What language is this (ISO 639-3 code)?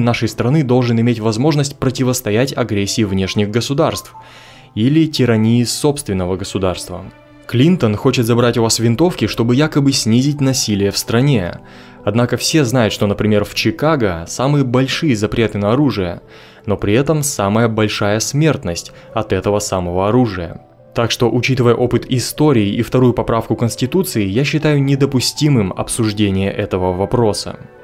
rus